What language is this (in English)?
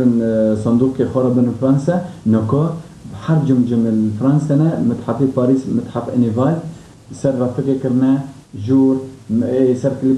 Kurdish